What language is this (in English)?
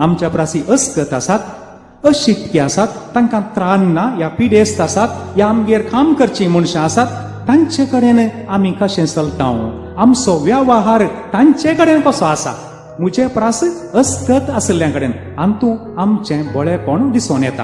Konkani